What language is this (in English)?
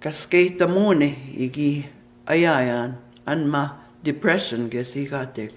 Plains Cree